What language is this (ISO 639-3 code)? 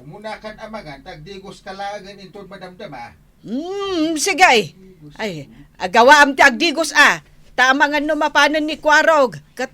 ilo